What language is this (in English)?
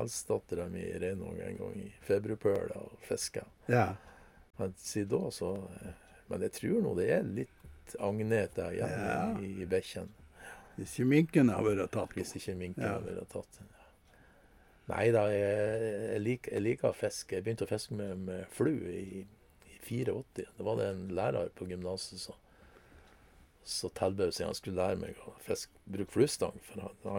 Norwegian